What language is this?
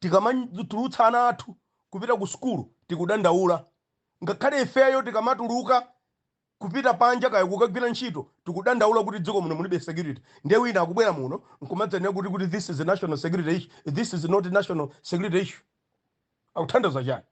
Nyanja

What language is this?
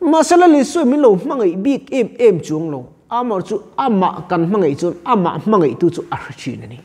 Mizo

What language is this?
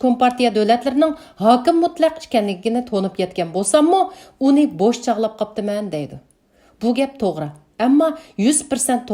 Uyghur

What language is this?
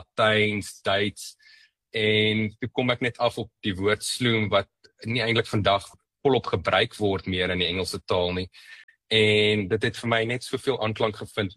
Afrikaans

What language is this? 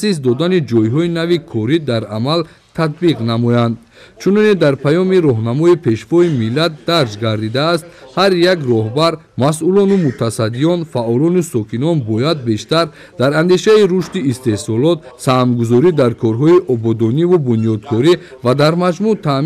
Tajik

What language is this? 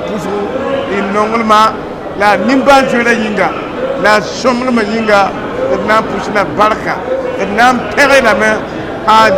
Mossi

